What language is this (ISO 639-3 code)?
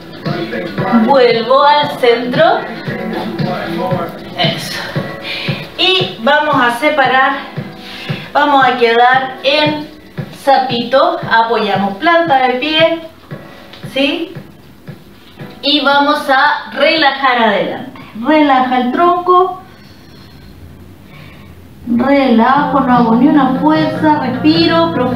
spa